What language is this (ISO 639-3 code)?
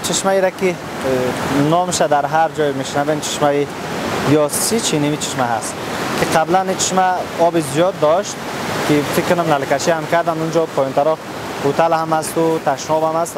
fas